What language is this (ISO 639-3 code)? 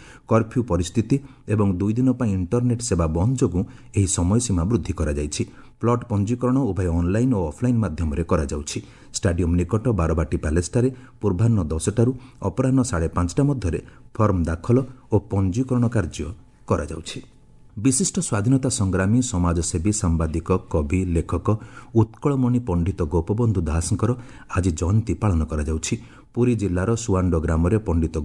ori